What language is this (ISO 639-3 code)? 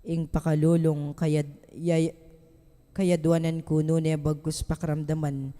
pam